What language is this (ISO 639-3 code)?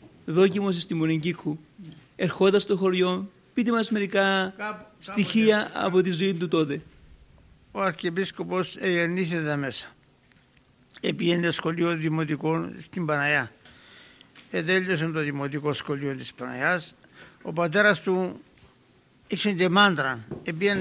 ell